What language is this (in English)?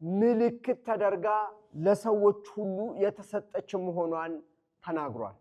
Amharic